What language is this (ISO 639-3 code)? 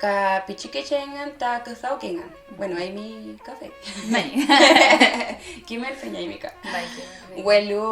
arn